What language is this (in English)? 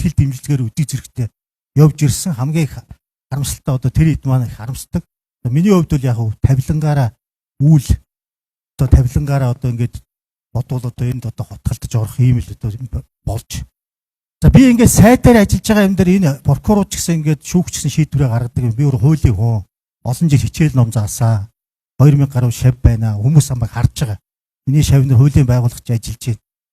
Mongolian